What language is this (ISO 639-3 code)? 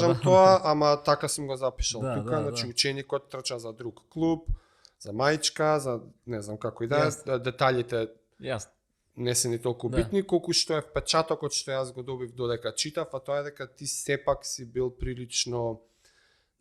mkd